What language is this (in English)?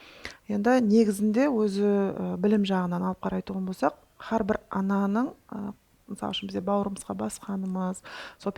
Kara-Kalpak